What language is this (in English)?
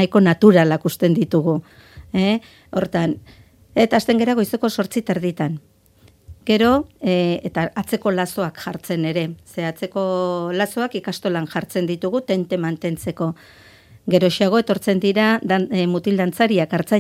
Basque